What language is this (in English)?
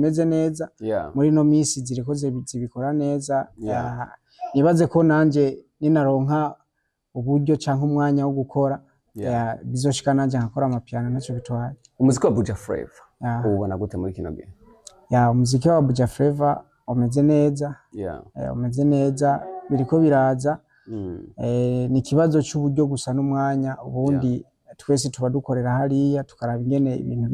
Rundi